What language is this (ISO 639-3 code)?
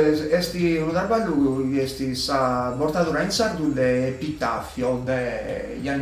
srd